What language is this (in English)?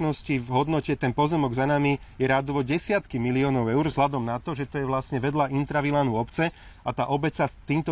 Slovak